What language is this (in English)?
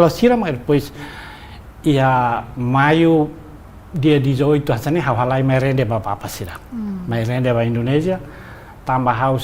Tetum